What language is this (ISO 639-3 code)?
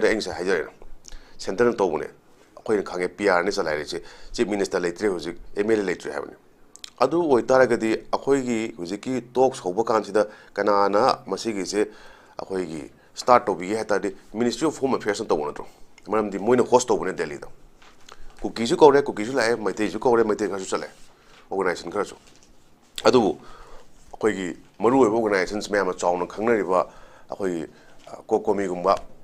mni